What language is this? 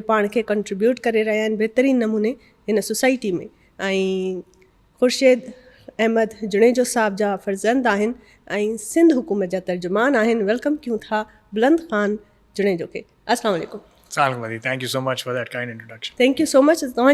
Sindhi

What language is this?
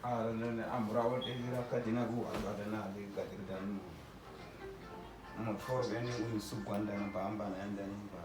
Uduk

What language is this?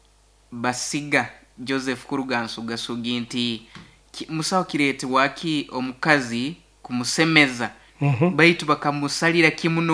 Nyoro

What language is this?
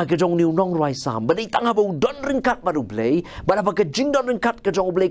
Khasi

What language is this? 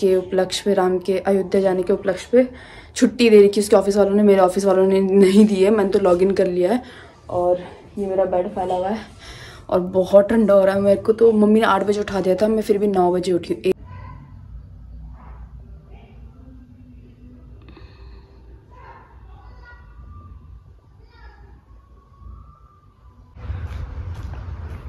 Hindi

